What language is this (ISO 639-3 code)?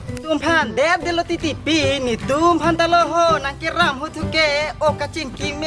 mjw